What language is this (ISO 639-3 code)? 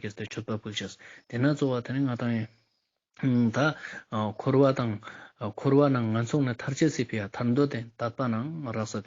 lbj